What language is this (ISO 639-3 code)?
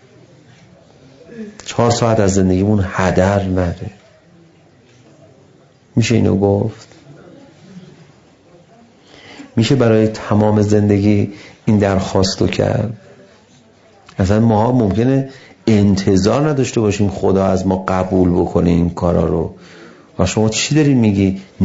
fas